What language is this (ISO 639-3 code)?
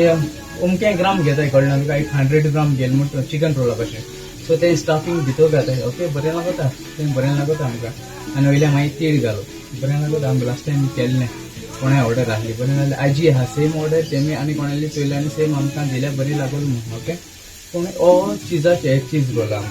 kok